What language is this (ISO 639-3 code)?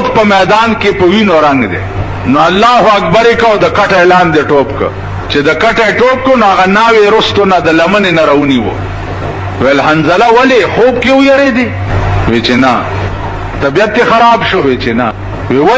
pus